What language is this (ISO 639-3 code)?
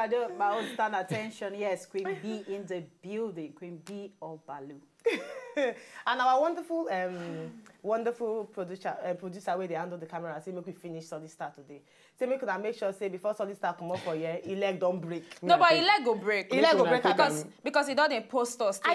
pcm